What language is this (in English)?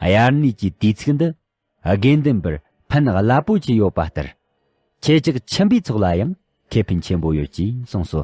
Tibetan